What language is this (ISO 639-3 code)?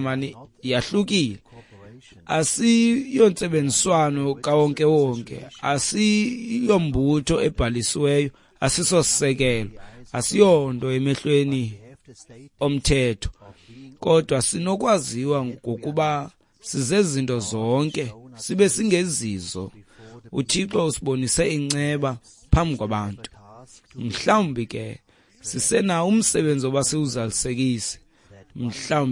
xho